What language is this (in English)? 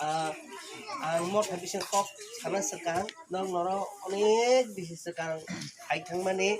Kok Borok